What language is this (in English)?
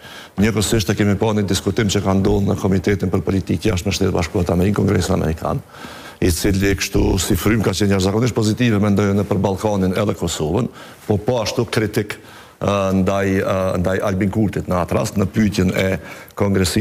Albanian